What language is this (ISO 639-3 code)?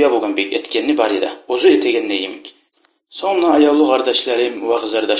kum